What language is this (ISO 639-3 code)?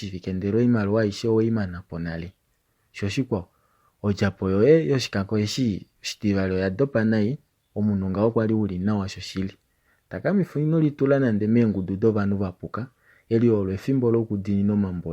kua